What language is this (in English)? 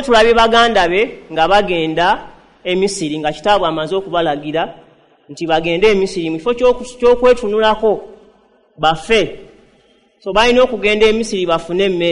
Ganda